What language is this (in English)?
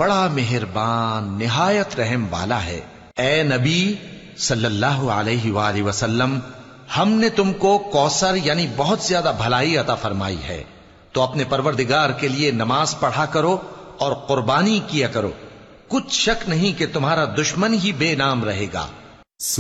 Urdu